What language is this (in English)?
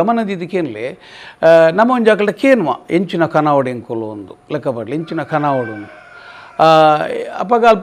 Tulu